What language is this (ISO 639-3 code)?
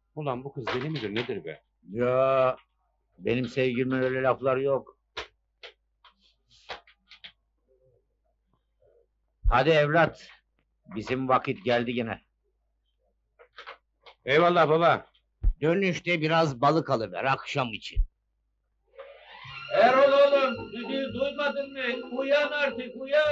tur